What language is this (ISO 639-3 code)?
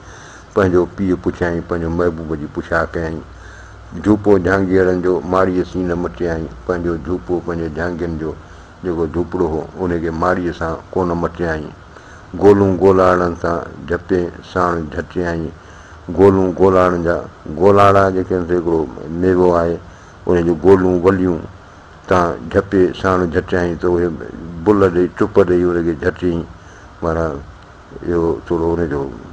snd